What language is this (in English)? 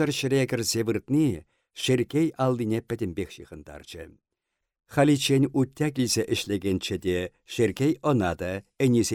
Chuvash